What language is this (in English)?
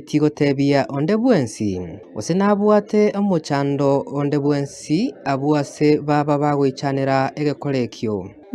Gusii